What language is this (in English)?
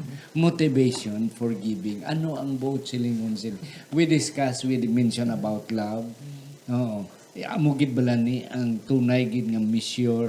Hiligaynon